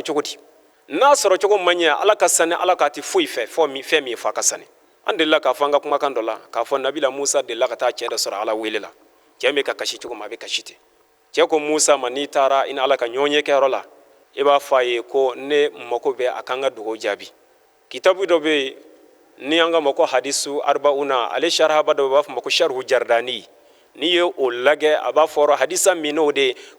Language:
Bambara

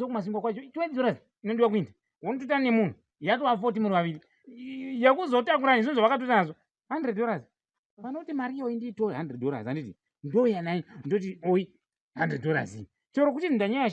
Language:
Shona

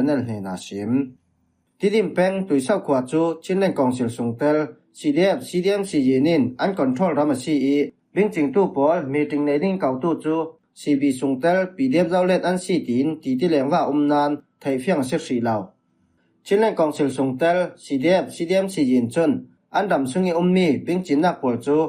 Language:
Falam Chin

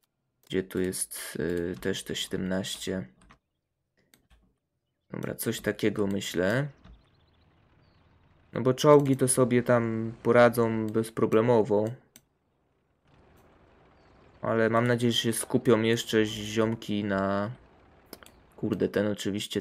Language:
Polish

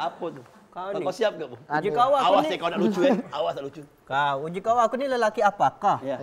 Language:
Musi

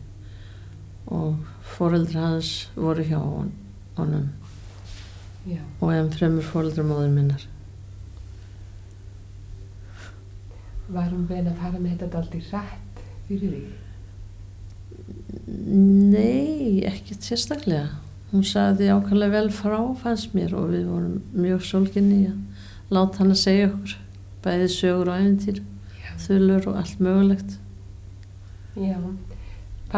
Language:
Icelandic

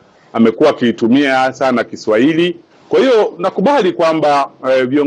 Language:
Swahili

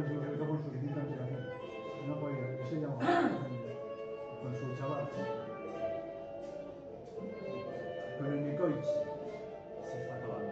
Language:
Spanish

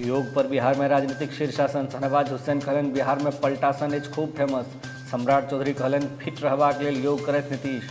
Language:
Maithili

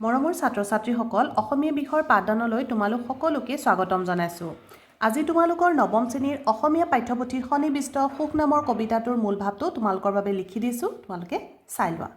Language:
Assamese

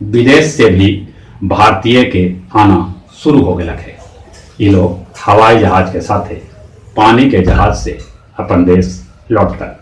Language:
Magahi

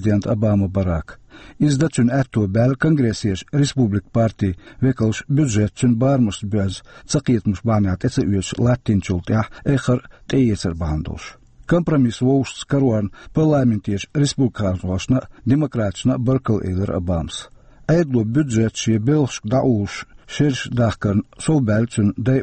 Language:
Chechen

